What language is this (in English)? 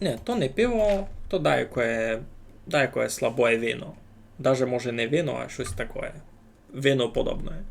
Rusyn